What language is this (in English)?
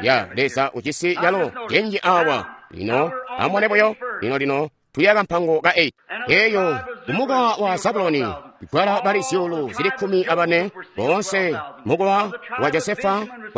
Tonga (Zambia)